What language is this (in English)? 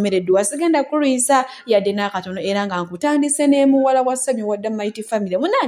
Ganda